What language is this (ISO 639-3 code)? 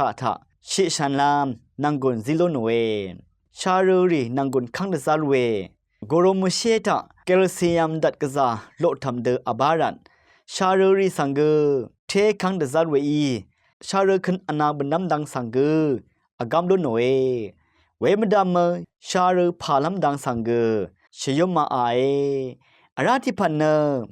raw